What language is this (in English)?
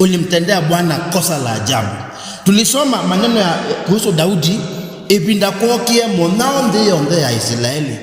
Kamba